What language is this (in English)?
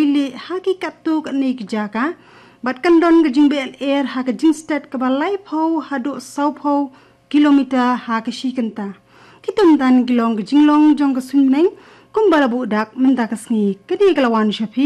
Khasi